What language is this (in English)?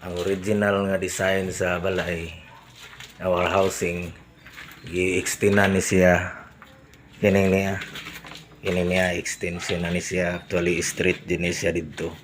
Cebuano